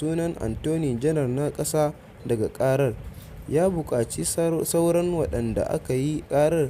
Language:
Hausa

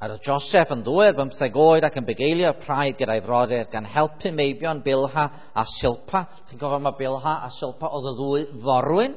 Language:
Welsh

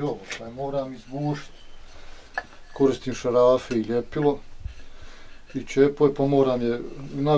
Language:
Bosnian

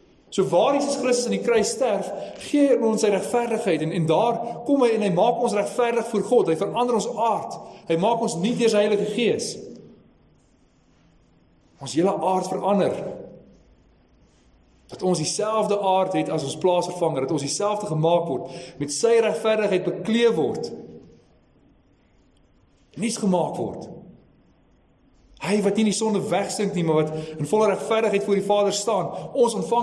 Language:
Afrikaans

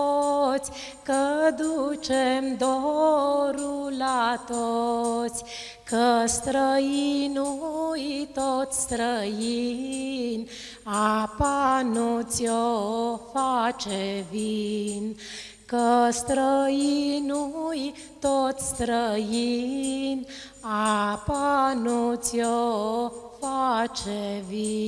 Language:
Romanian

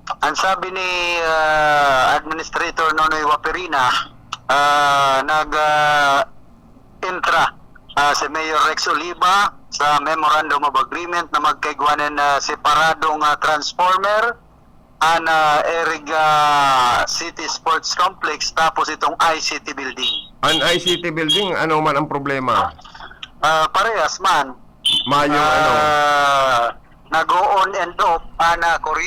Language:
Bikol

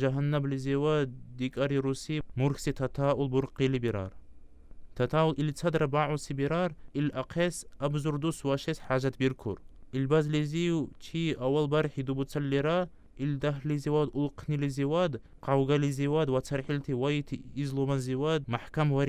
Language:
Dargwa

